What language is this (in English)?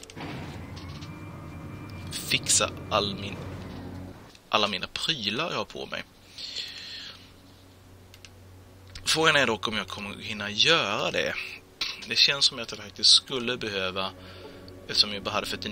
Swedish